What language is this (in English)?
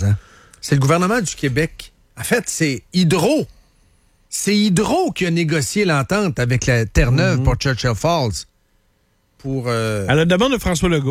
French